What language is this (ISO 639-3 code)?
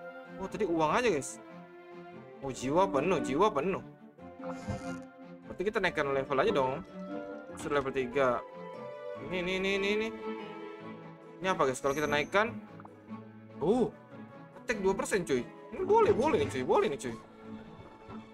ind